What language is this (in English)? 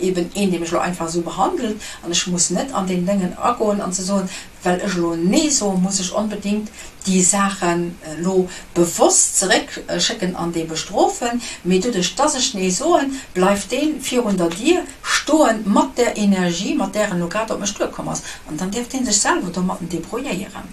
Luxembourgish